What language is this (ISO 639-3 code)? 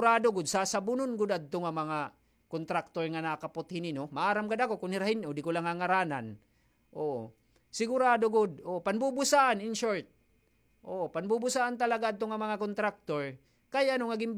war